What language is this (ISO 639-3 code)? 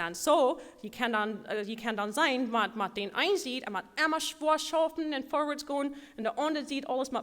pdt